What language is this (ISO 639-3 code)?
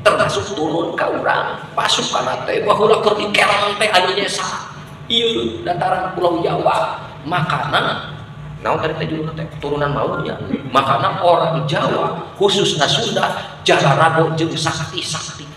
sun